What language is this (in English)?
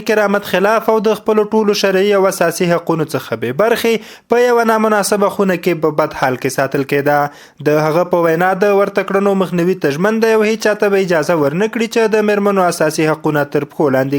Pashto